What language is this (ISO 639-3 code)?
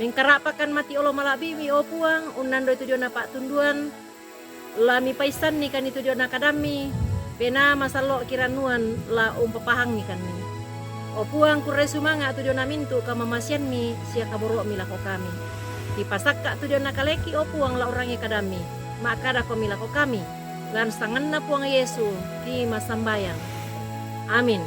sda